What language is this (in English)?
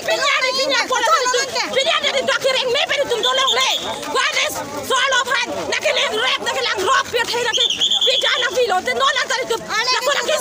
Karbi